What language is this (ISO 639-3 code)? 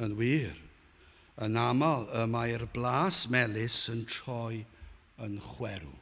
cym